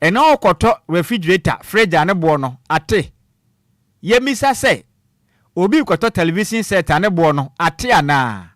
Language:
Akan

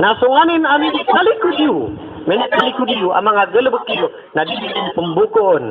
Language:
Maranao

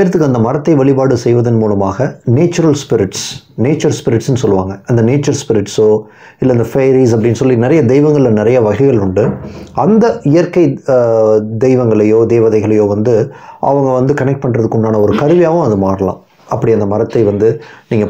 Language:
Tamil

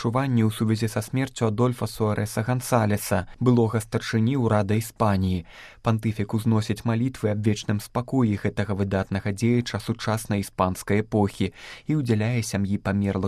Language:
Belarusian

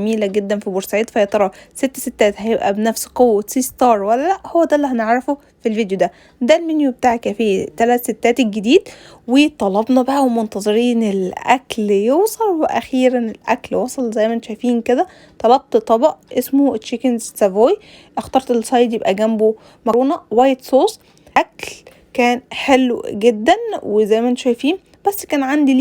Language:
Egyptian Arabic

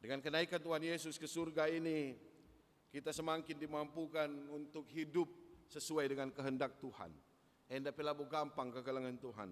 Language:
Batak Karo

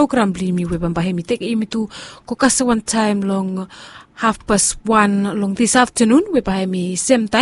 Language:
Bislama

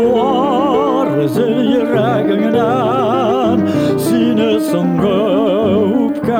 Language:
Tatar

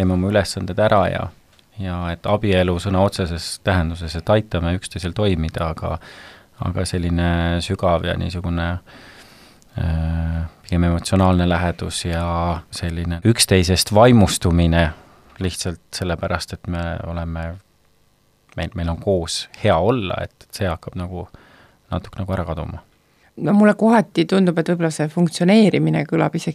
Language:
Estonian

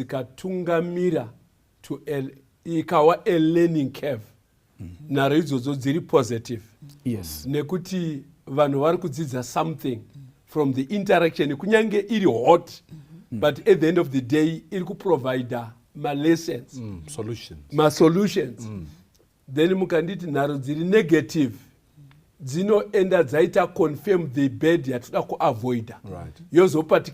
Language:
Shona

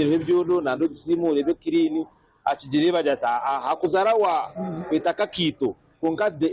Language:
Nyankole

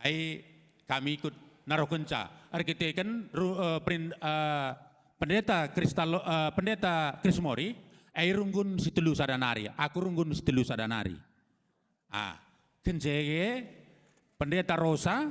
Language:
Batak Karo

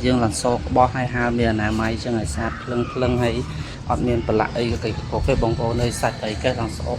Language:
Khmer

